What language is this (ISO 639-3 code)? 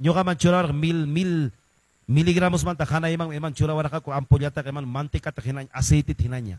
que